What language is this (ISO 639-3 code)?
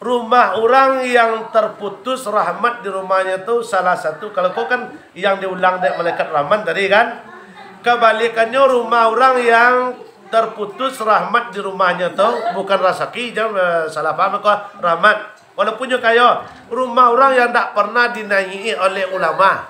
min